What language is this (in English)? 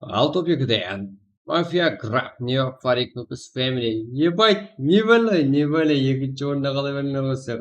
Kara-Kalpak